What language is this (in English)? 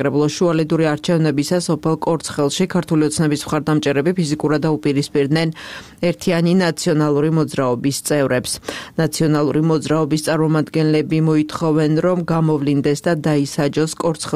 Georgian